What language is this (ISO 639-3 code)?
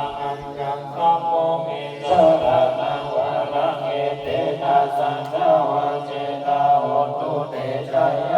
pli